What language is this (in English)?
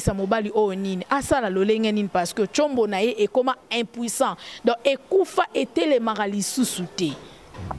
Lingala